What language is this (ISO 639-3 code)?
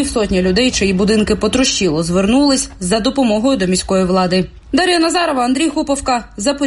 ukr